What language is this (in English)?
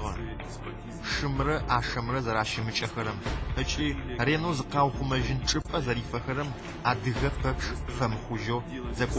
Adyghe